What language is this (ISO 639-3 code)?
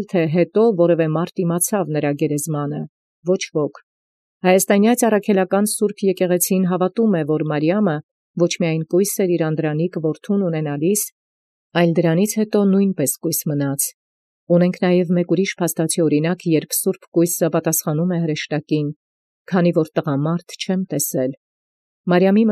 hye